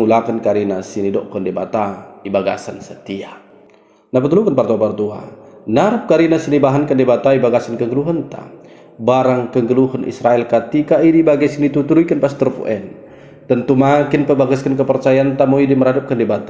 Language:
Batak Dairi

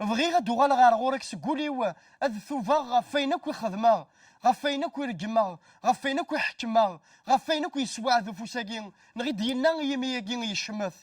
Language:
Kabyle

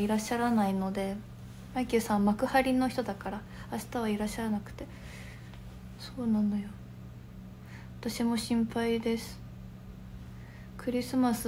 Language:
Japanese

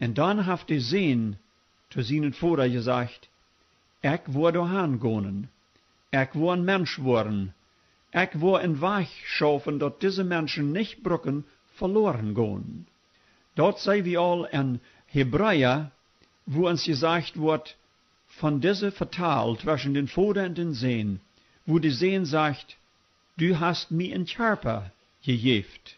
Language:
Plautdietsch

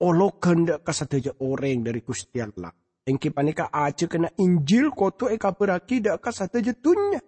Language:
Madurese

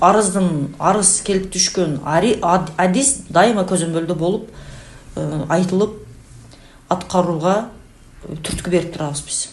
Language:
Kyrgyz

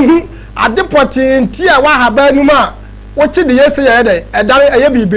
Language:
Akan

